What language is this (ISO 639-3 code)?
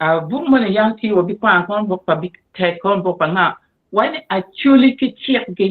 ach